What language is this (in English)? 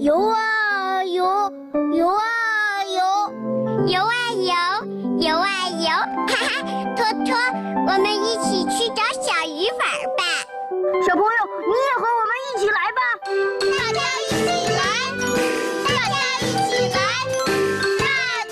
Chinese